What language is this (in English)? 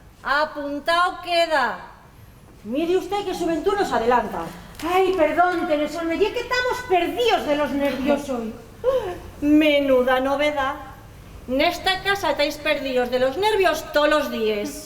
Asturian